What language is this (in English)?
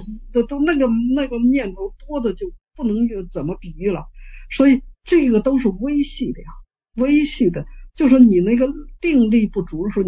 Chinese